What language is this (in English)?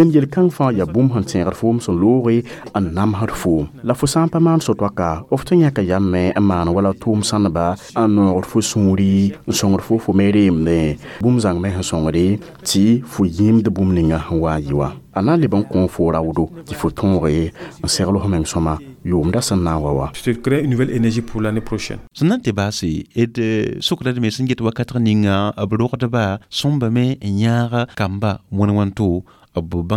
Mossi